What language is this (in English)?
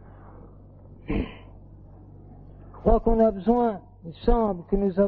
French